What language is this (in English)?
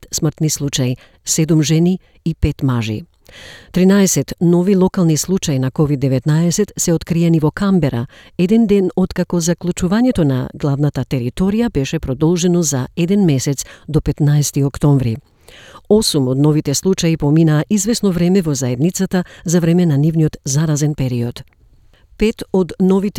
Macedonian